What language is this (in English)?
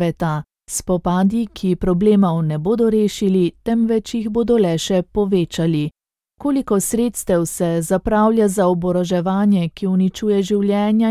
Slovenian